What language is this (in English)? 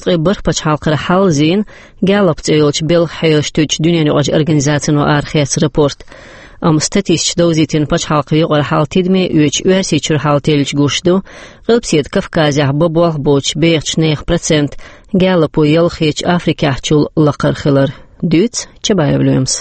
Chechen